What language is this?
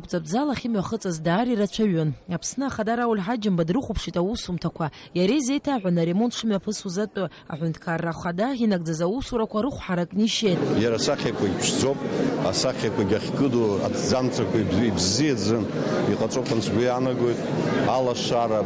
Abkhazian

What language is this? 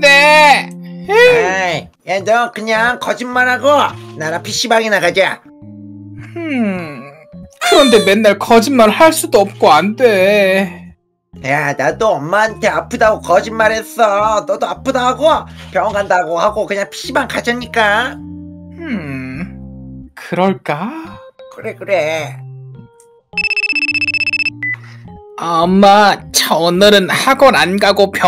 Korean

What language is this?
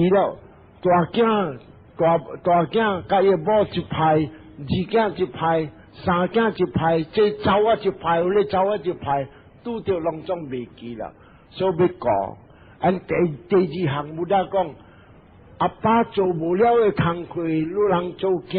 Min Nan Chinese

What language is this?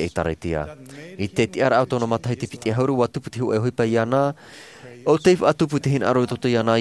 Tahitian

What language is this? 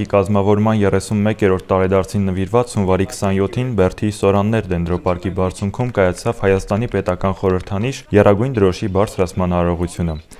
Armenian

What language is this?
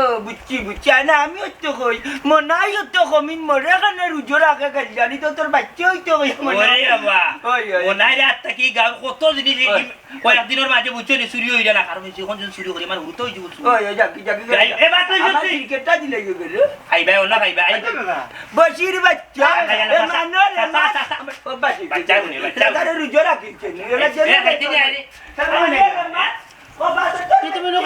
Sylheti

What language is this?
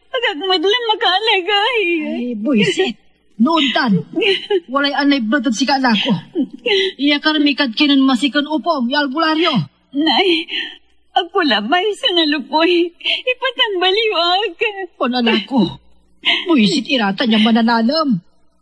Pangasinan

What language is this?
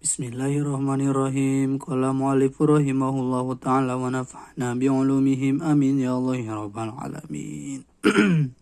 Sundanese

